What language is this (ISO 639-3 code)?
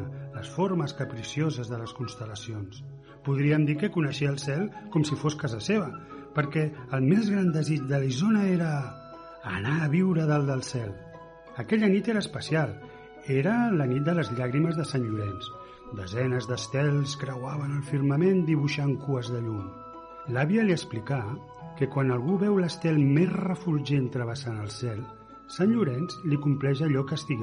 cat